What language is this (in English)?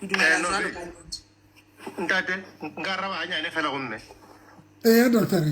Southern Sotho